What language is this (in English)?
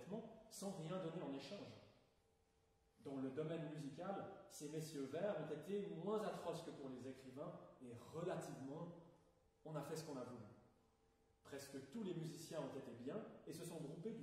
French